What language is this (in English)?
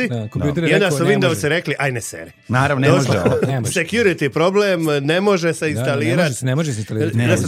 Serbian